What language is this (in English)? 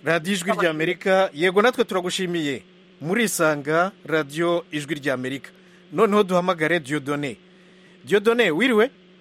Kinyarwanda